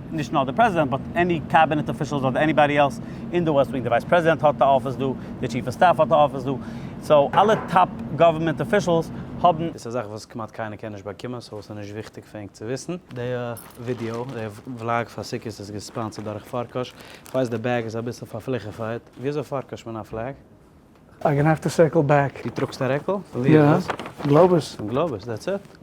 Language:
Yiddish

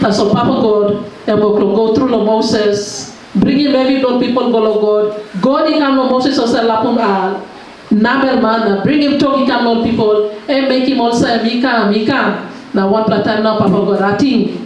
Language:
Tok Pisin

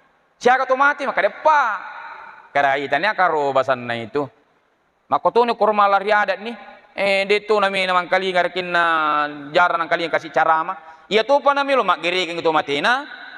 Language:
Buginese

